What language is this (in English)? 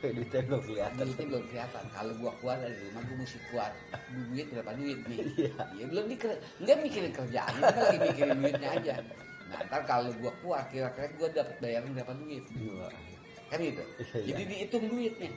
Betawi